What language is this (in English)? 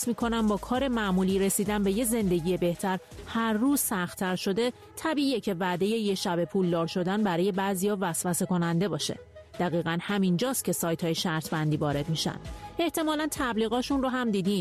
Persian